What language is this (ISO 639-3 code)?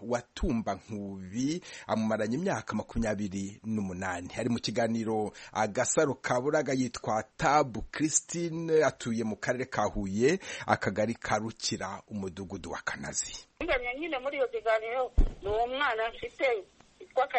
kin